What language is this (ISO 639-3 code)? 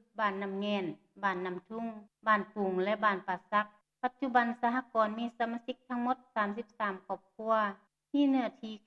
lao